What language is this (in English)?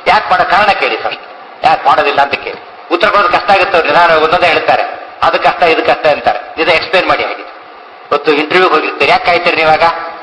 Kannada